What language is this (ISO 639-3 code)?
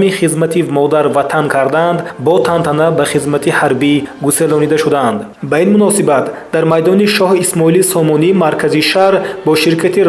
tgk